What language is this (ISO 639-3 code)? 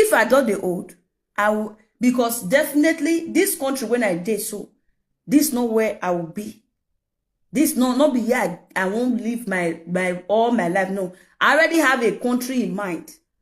pcm